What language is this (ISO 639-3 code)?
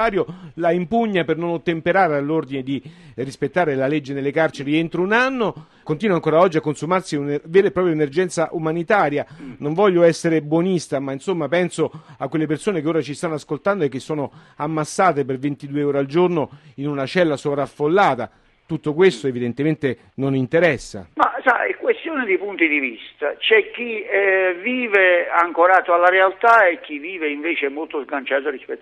ita